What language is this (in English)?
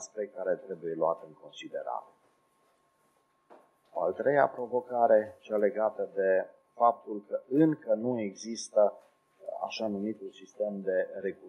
Romanian